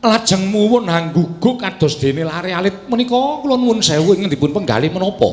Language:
Javanese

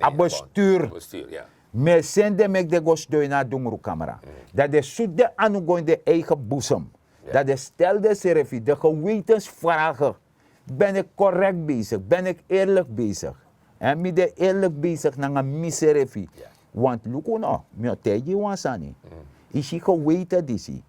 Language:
Sranan Tongo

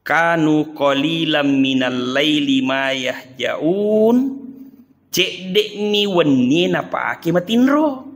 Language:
Buginese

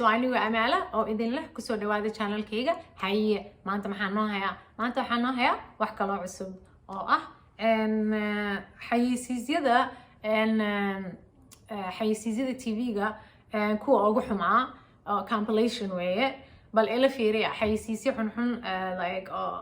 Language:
Somali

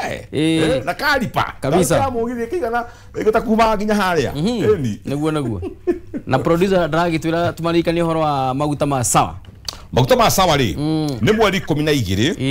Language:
Kikuyu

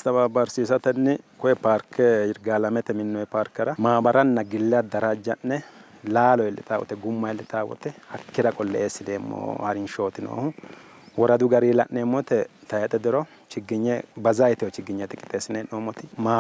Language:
Sidamo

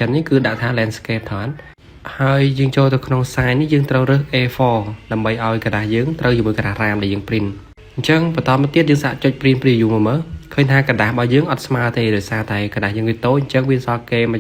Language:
Khmer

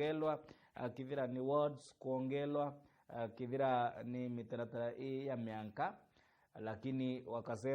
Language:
Meru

